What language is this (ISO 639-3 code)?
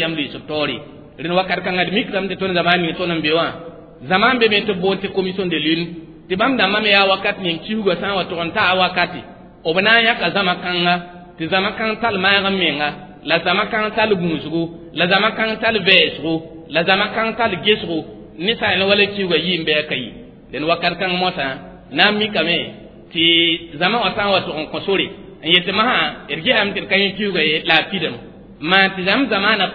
mos